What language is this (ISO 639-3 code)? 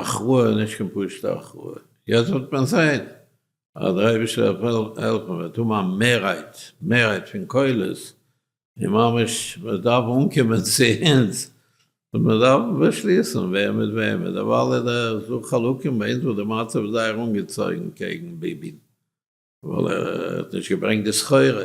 yid